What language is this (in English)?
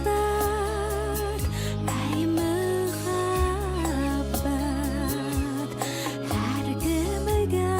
Bashkir